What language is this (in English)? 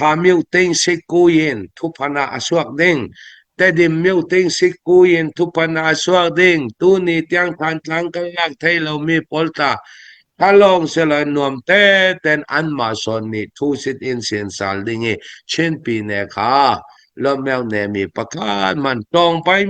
Hakha Chin